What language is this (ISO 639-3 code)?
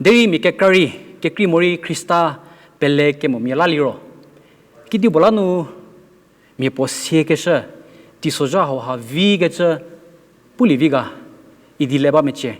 njm